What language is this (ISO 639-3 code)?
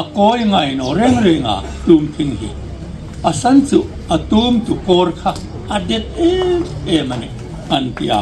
hmr